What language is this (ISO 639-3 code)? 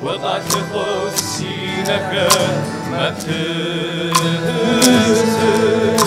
kbd